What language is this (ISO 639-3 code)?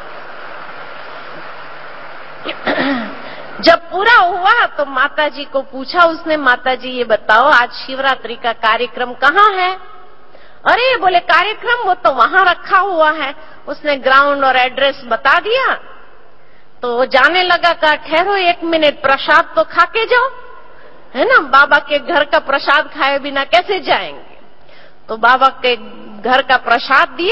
hin